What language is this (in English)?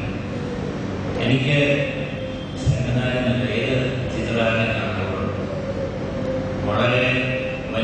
Malayalam